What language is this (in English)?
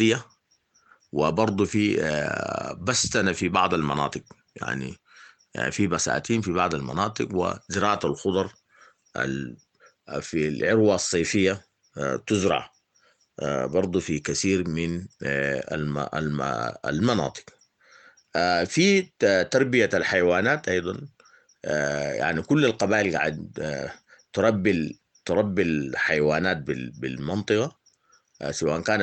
Sudanese Arabic